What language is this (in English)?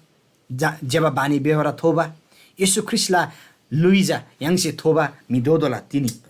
Eastern Tamang